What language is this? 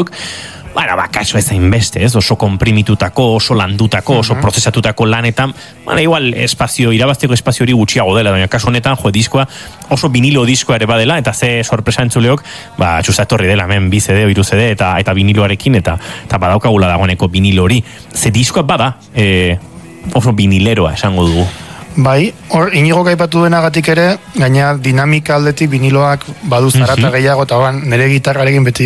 Basque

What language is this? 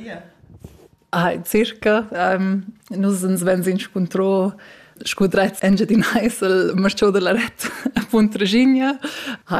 Romansh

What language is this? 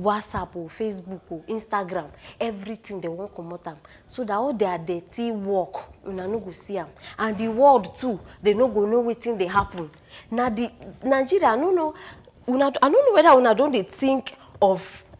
Nigerian Pidgin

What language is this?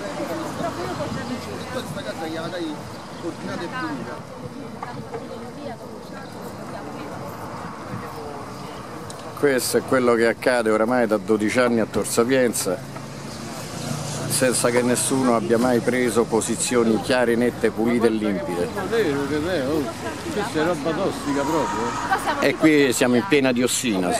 Italian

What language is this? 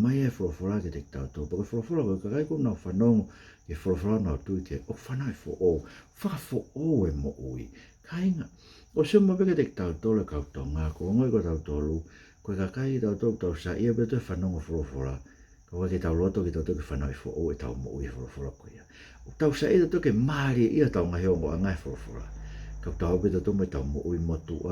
Tongan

